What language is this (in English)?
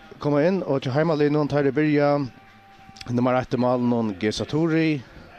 Faroese